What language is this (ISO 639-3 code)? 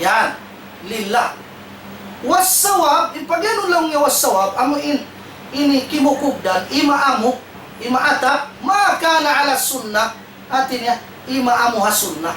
tsg